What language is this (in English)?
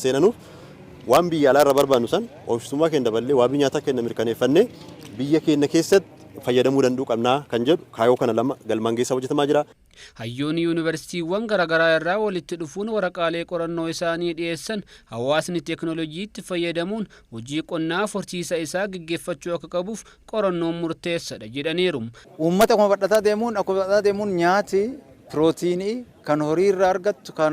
Oromo